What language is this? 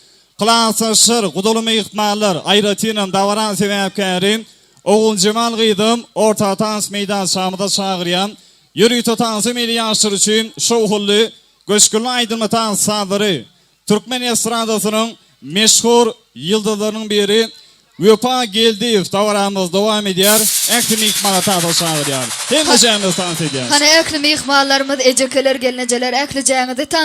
Turkmen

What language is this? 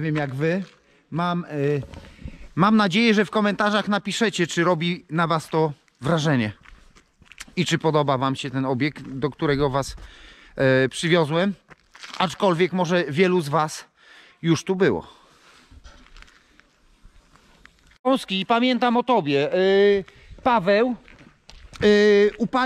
Polish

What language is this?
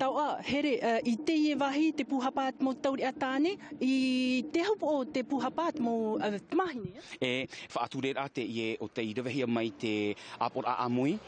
Tahitian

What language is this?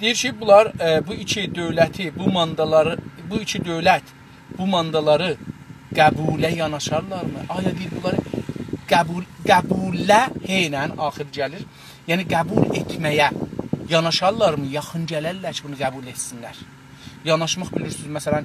South Azerbaijani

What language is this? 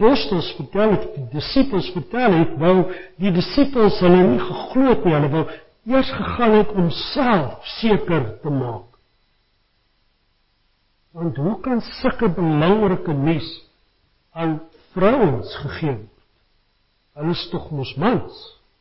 Afrikaans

